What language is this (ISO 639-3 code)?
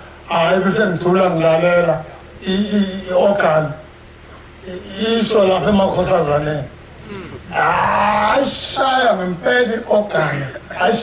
zul